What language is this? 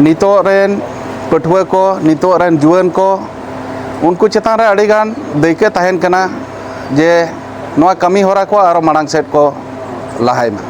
Santali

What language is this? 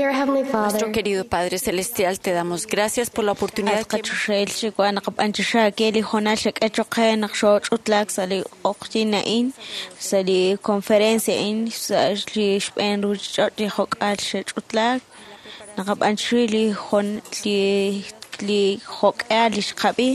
Kekchí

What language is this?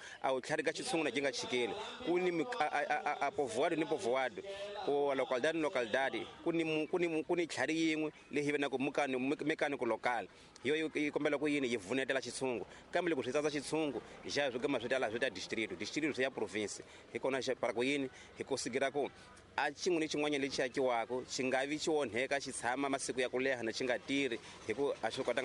Tsonga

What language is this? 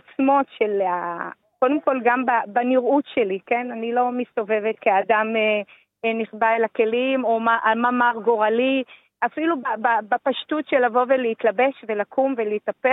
Hebrew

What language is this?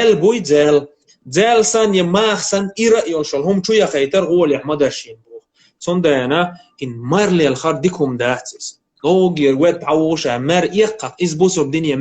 Chechen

